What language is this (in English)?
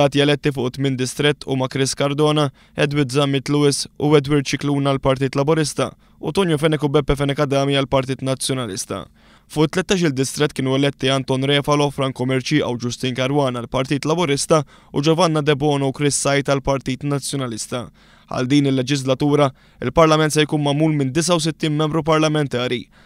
Maltese